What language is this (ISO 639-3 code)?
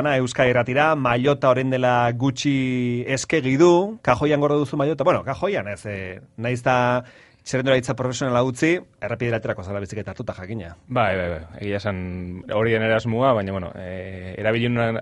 eus